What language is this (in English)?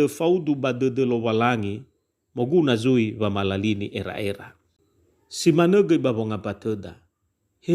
Nias